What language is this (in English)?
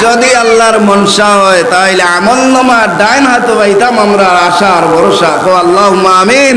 Sylheti